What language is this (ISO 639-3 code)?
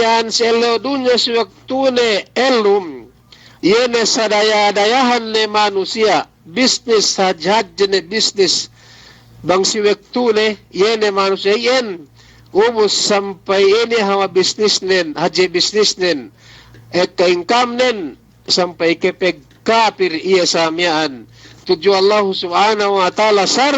yka